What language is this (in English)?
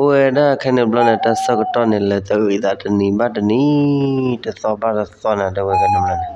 S'gaw Karen